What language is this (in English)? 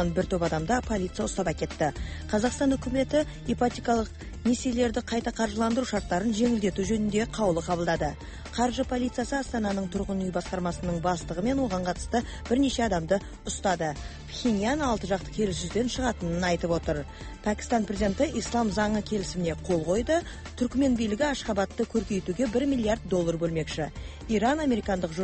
Kazakh